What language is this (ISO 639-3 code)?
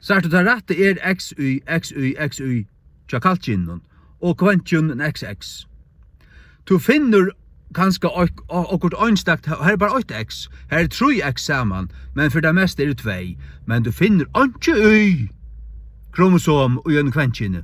fao